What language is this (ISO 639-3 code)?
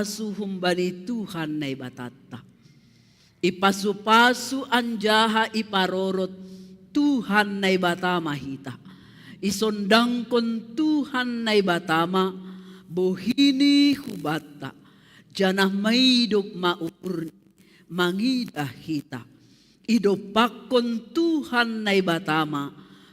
bts